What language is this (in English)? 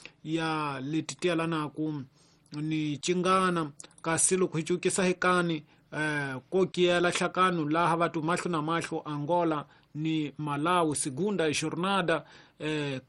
Tsonga